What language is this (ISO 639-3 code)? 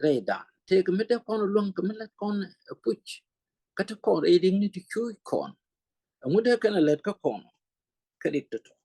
nus